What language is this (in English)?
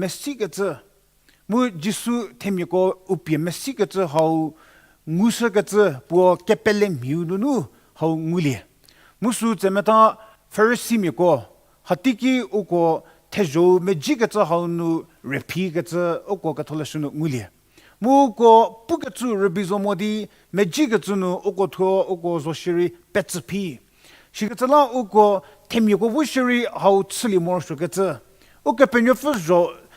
Angami Naga